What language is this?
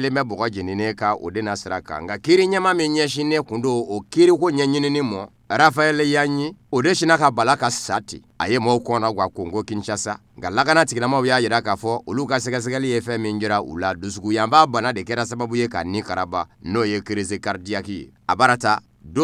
Bambara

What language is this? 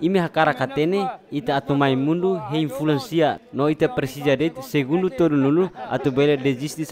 Tetum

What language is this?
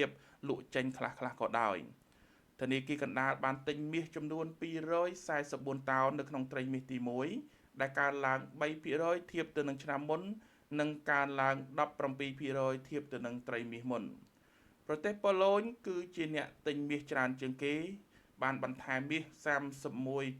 Khmer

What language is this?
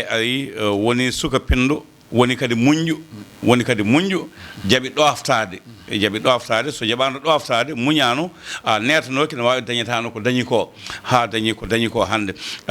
Fula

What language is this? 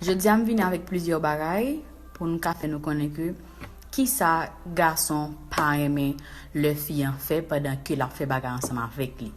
Haitian Creole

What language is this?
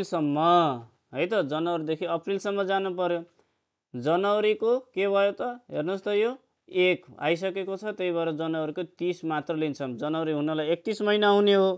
Nepali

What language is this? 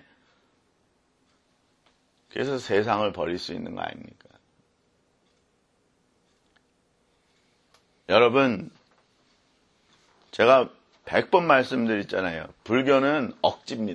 Korean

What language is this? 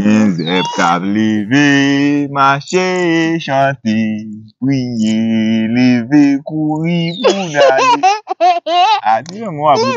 Haitian Creole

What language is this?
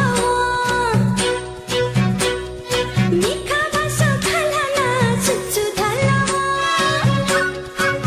Newari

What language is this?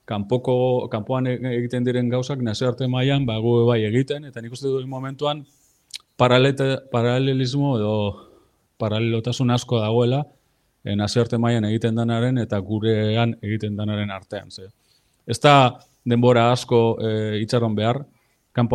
Basque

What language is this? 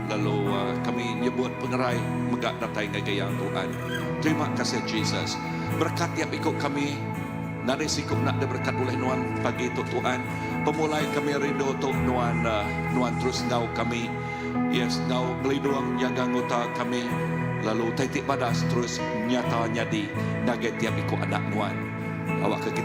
Iban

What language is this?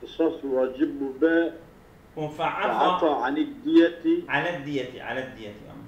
Kurdish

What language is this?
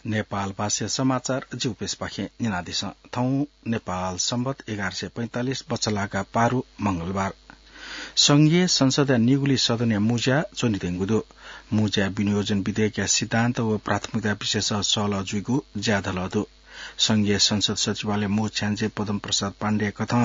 Newari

